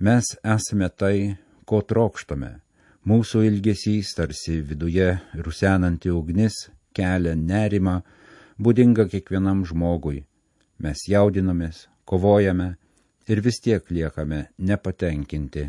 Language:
Lithuanian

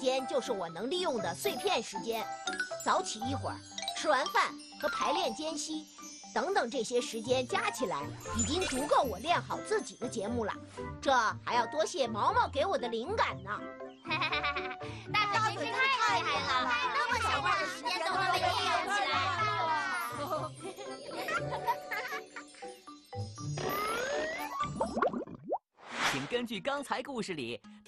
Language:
Chinese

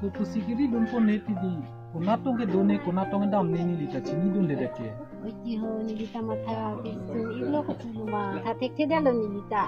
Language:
Karbi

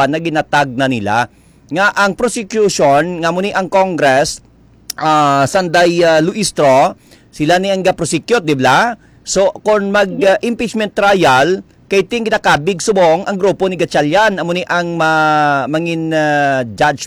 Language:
Hiligaynon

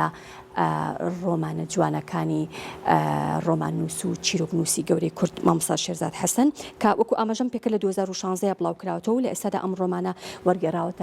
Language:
Central Kurdish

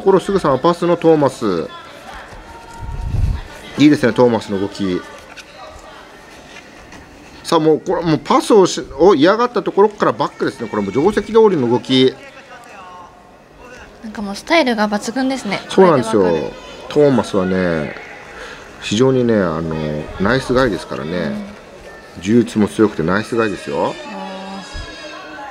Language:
Japanese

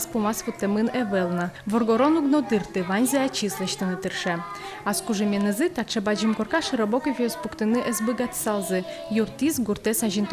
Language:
Udmurt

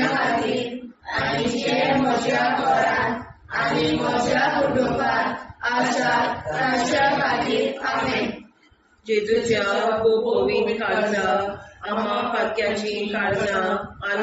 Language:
Konkani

